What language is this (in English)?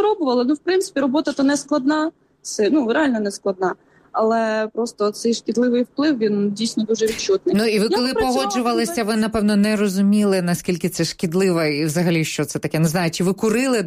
Ukrainian